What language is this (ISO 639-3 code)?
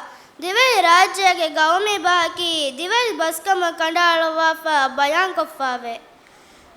div